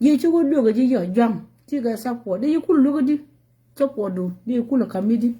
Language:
Nuer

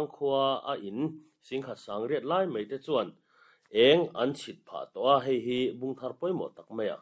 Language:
Mizo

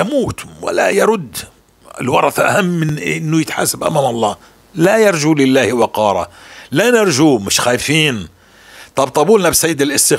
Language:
North Levantine Arabic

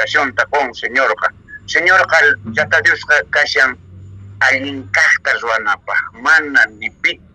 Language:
Quechua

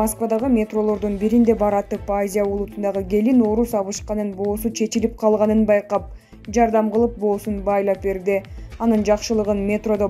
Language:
Kyrgyz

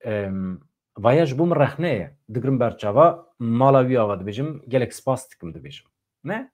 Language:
Kurdish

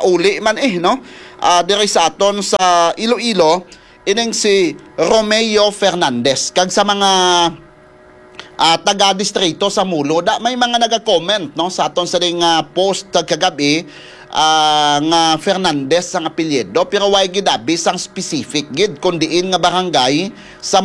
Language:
Hiligaynon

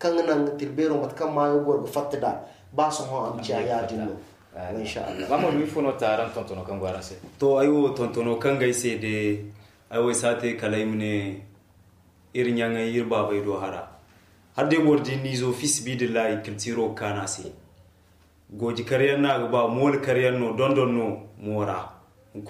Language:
Zarma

